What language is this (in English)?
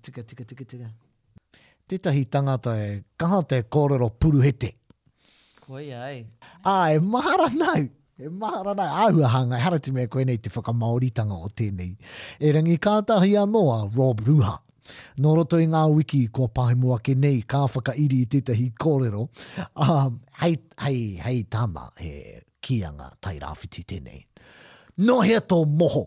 Māori